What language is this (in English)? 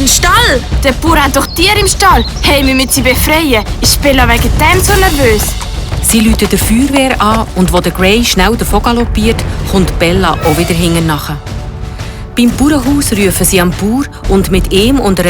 Swiss German